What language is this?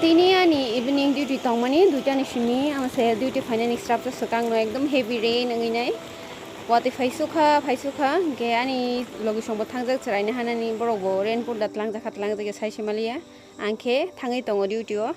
Kok Borok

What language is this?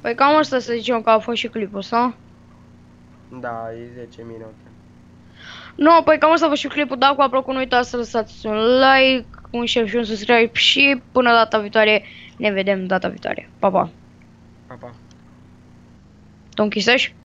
Romanian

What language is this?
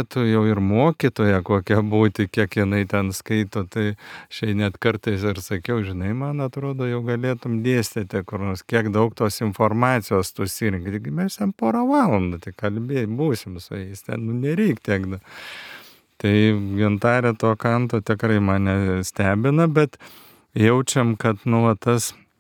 Lithuanian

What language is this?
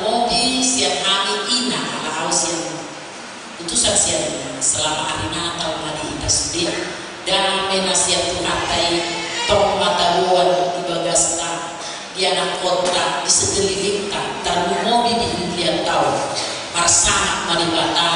Batak Toba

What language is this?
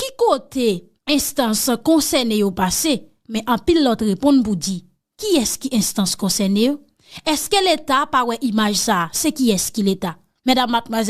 Haitian Creole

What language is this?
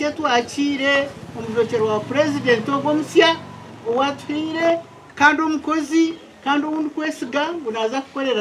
Nyankole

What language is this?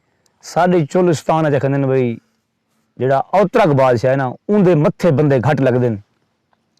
Saraiki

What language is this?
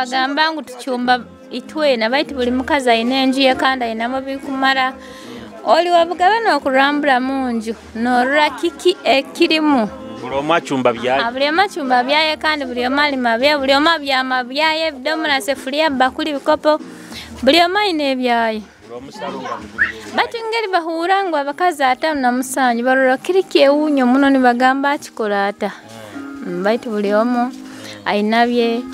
Nyoro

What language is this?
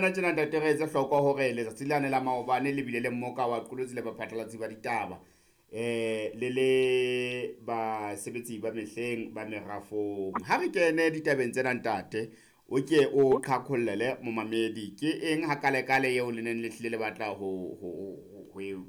Southern Sotho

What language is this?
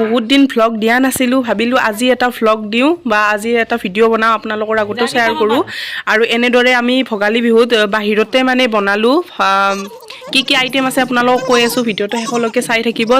Assamese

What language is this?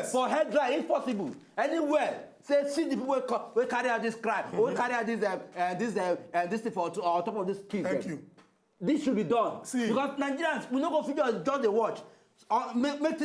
Nigerian Pidgin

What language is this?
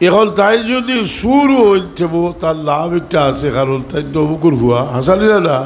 Sylheti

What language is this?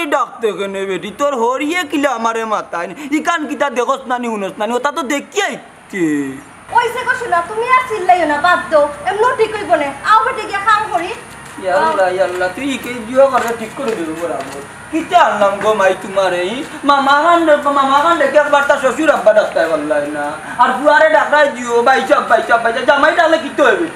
Sylheti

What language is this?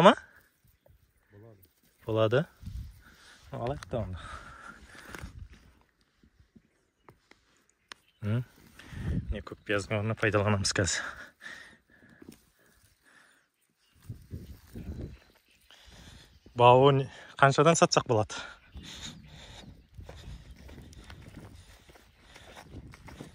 Kazakh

